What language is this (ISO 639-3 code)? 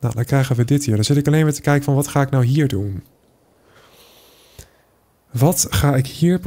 nld